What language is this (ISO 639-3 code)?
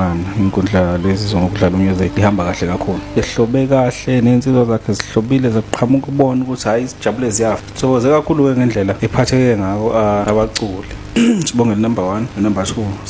zul